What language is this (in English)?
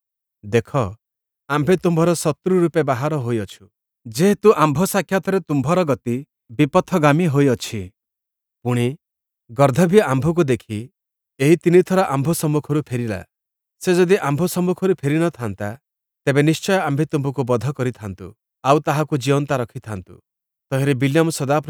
Odia